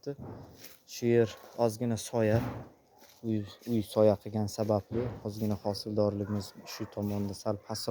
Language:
Uzbek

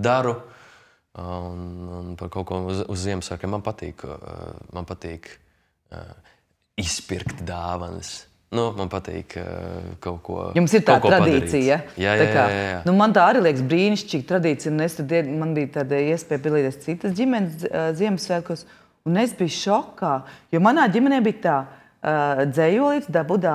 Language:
Latvian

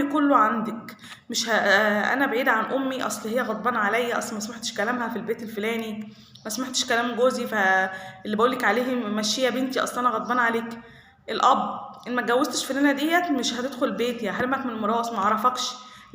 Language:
Egyptian Arabic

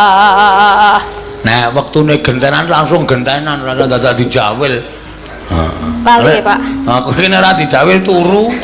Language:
Javanese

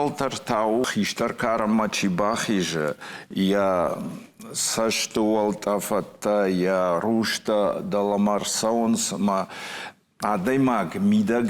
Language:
Ossetic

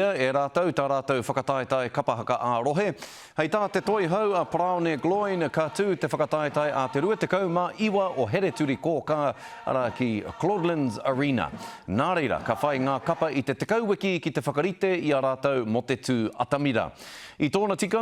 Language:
Māori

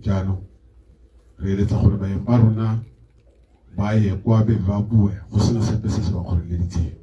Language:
Tswana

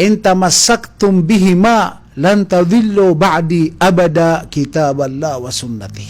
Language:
Maranao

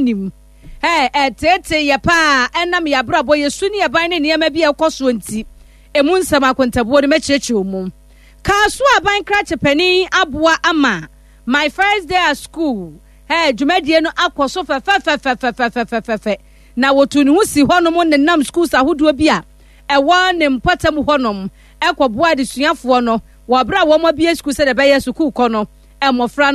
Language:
Akan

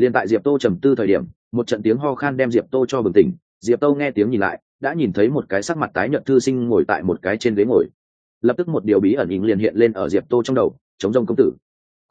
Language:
Vietnamese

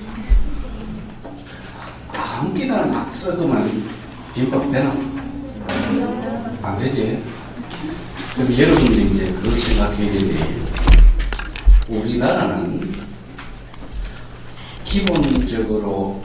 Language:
Korean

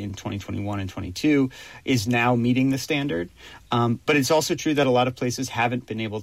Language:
English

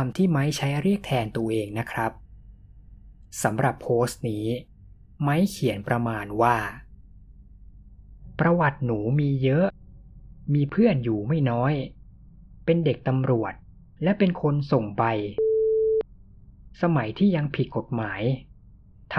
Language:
Thai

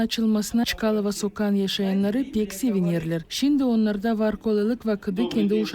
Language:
Gagauz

